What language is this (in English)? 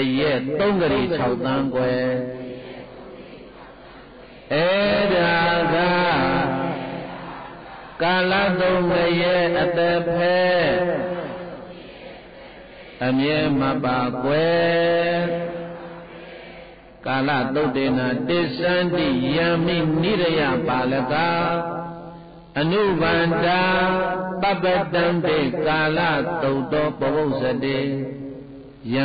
Burmese